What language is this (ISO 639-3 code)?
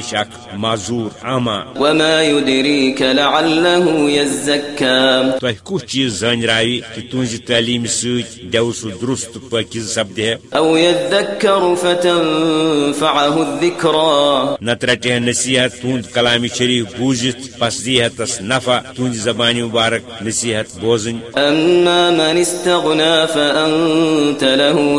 kas